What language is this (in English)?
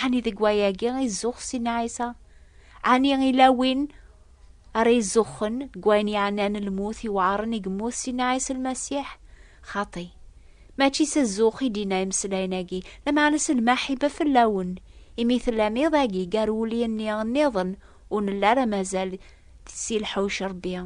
Kabyle